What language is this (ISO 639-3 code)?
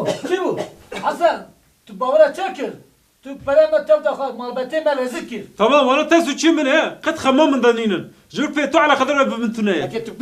kur